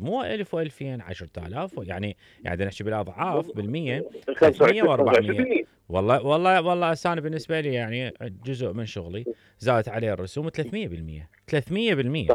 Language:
Mesopotamian Arabic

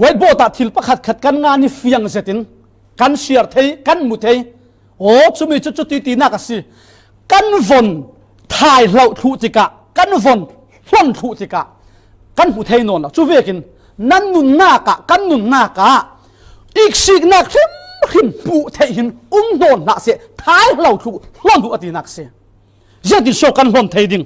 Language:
Falam Chin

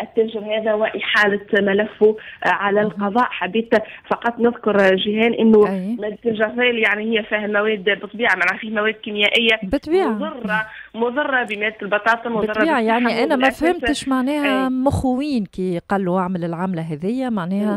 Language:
Tunisian Arabic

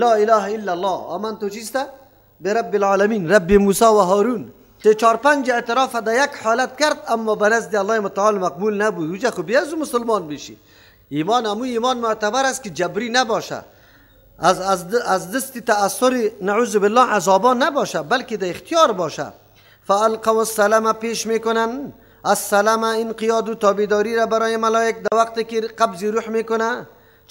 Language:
Persian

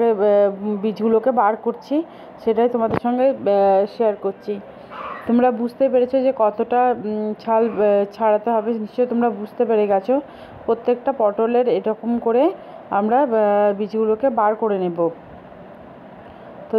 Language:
Bangla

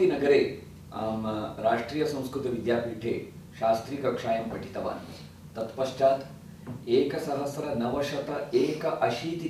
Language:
Sanskrit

